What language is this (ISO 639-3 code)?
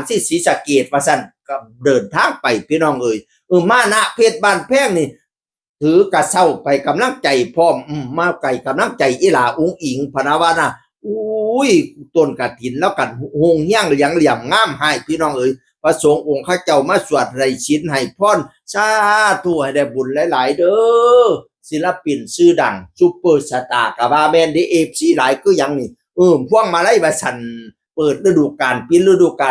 tts